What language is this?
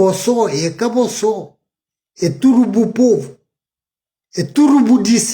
Kabuverdianu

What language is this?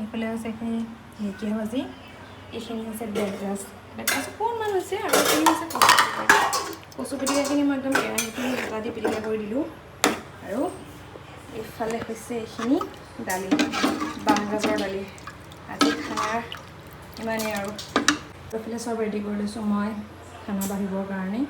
Assamese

